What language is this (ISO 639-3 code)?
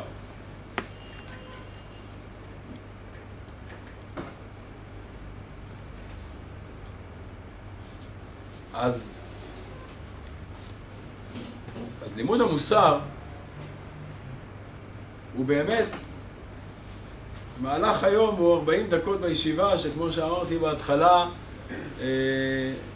heb